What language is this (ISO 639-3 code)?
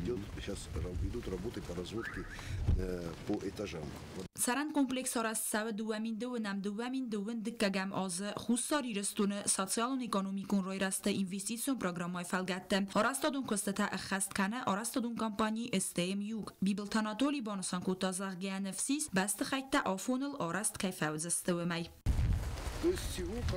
oss